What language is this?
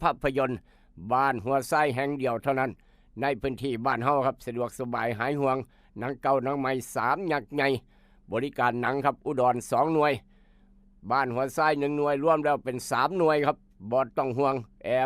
Northeastern Thai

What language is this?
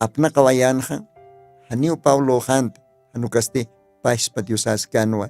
Aymara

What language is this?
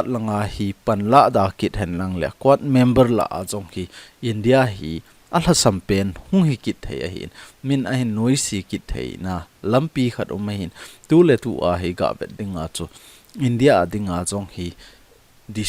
Thado Chin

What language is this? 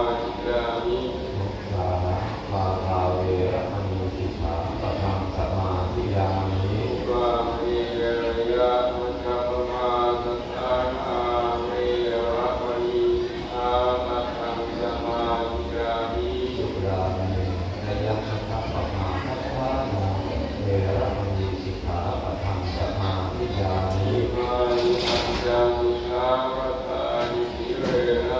Pali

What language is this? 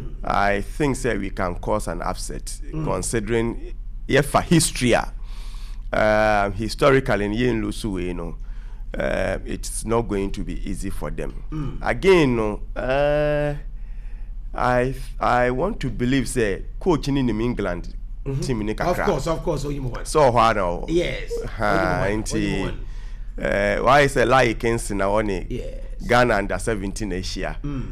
Akan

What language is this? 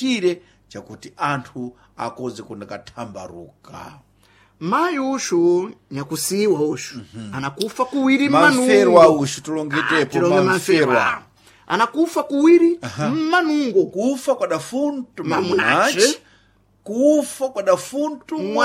Sena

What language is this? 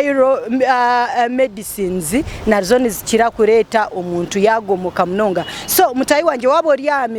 Nyankole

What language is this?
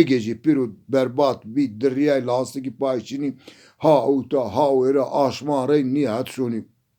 Zaza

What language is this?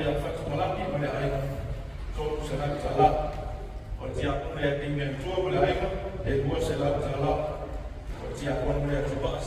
Samoan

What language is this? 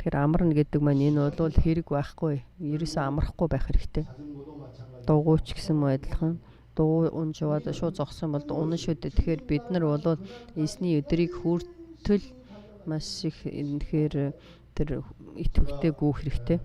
Mongolian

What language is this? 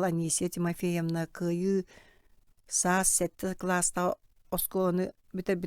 Yakut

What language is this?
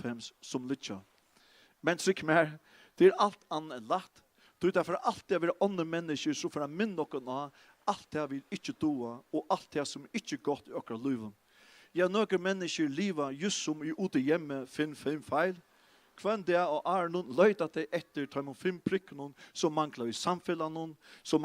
Faroese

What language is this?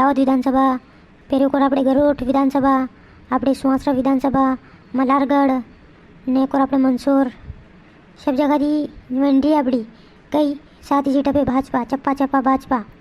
Rajasthani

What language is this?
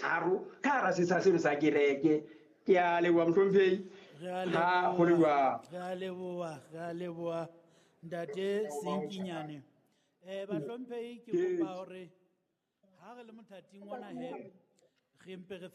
Southern Sotho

